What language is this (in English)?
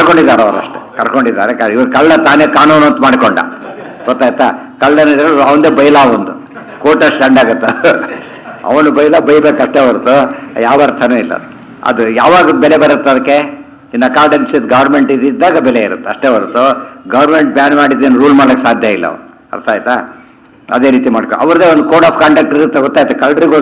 Kannada